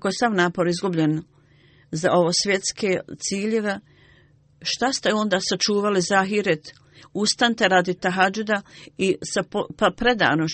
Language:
Bosnian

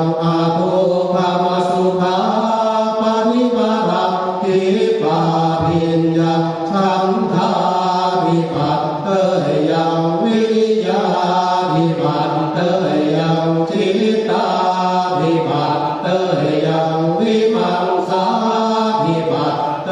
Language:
Pali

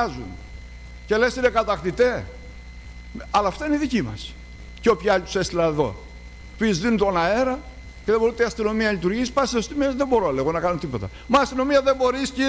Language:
Greek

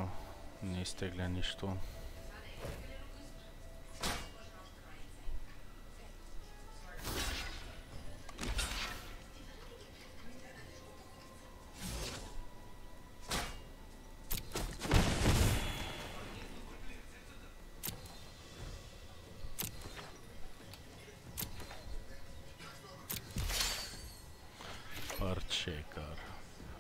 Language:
Bulgarian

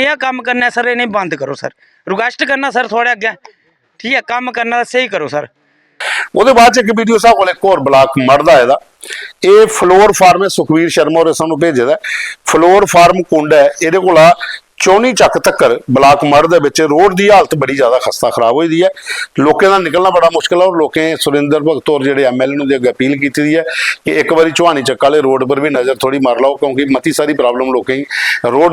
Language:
Dogri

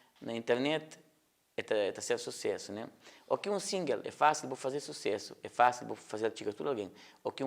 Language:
Kabuverdianu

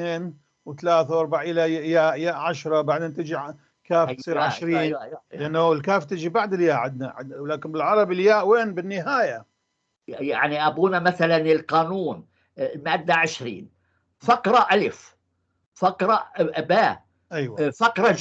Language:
North Levantine Arabic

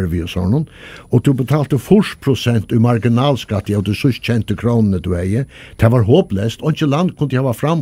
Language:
Faroese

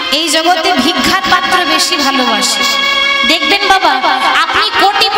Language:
Bangla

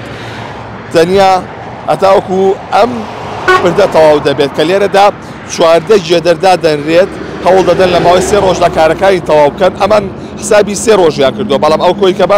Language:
Central Kurdish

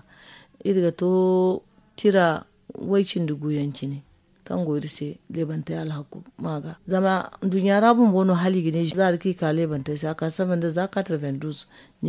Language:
Zarma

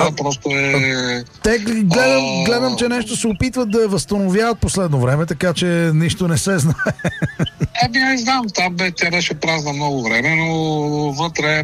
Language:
Bulgarian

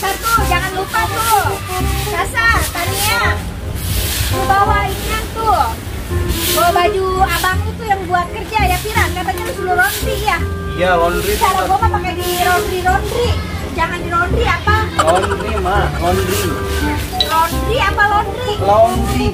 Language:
Betawi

